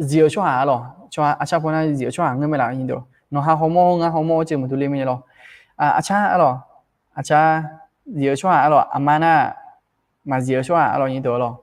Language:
Akha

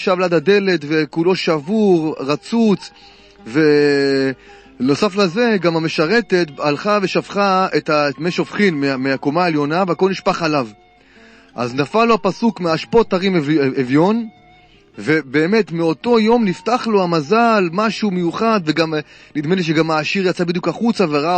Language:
Hebrew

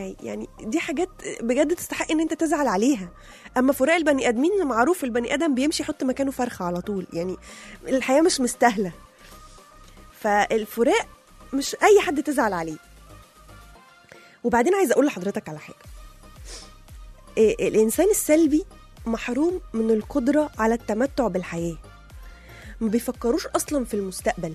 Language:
Egyptian Arabic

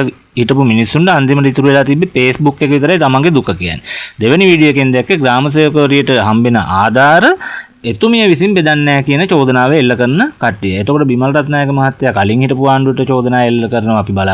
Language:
Sinhala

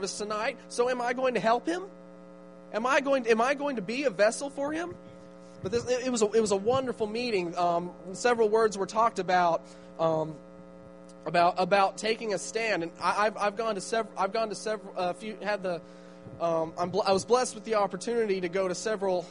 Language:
English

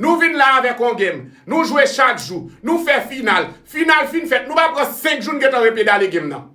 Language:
Haitian Creole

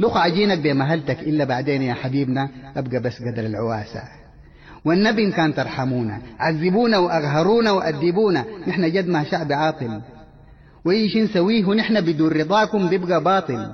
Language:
Sudanese Arabic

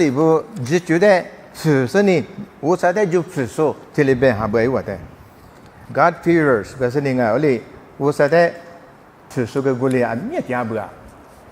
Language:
Lisu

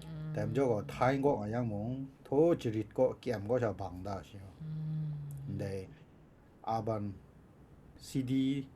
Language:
Kachin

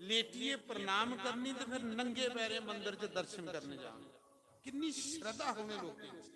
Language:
Dogri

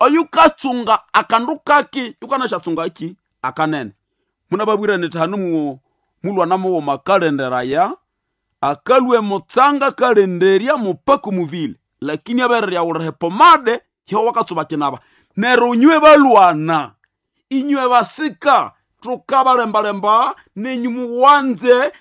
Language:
Nande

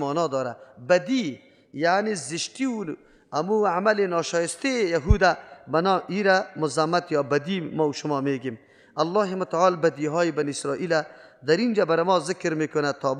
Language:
Persian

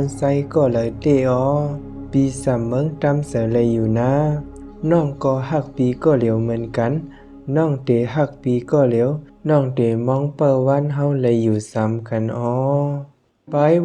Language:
Shan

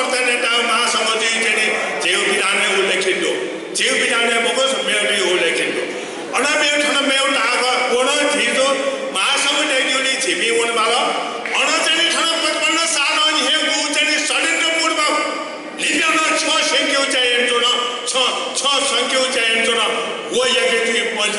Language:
Newari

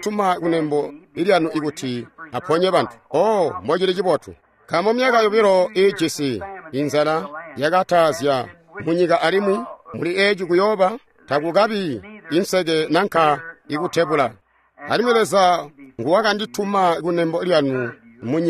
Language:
Tonga (Zambia)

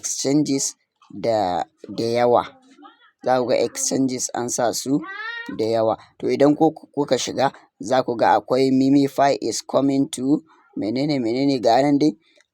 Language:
Hausa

